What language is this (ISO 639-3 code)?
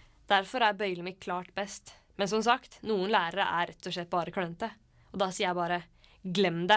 nor